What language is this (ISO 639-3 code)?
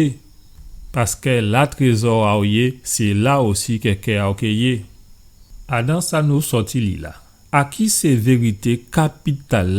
gcf